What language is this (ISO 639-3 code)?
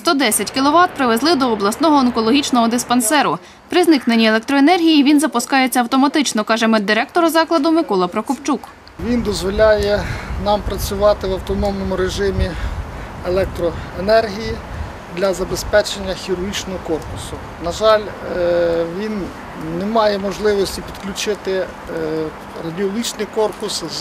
ukr